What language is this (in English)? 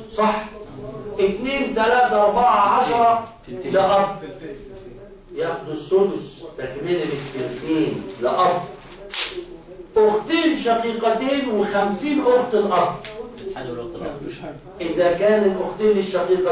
Egyptian Arabic